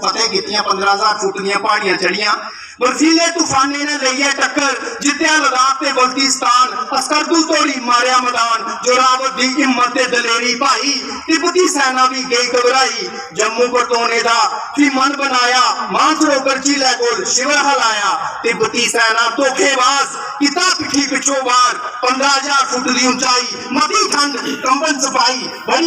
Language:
Dogri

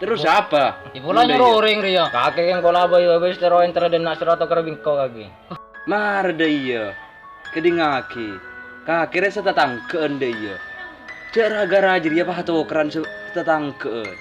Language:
Madurese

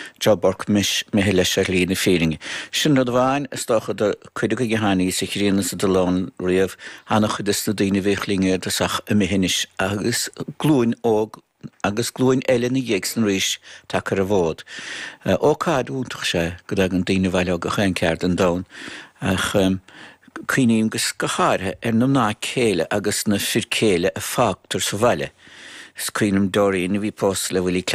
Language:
Irish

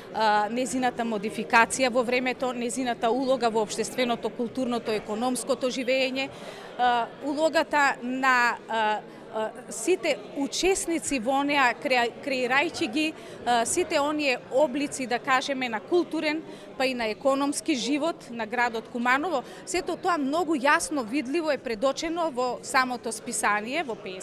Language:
Macedonian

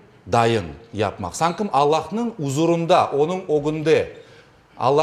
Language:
Crimean Tatar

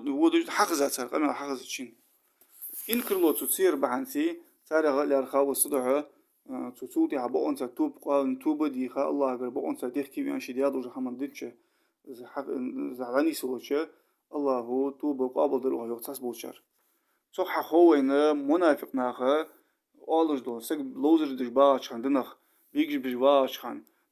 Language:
Ingush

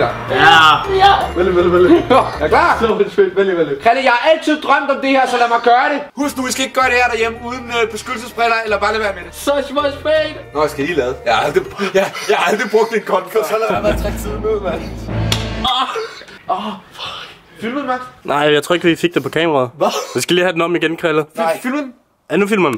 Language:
Danish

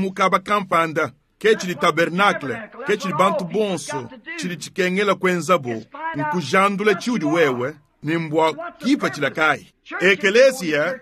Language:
Luba-Lulua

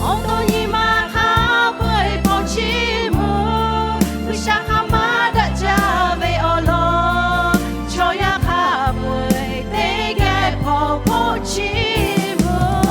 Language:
Lahu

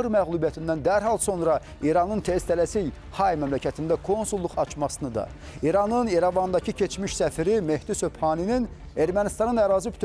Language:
Azerbaijani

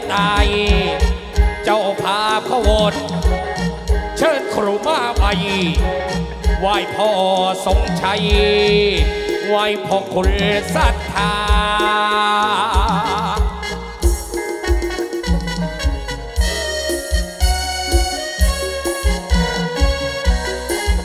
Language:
Thai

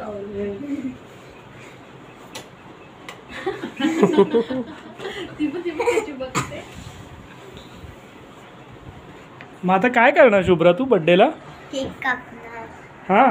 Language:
Marathi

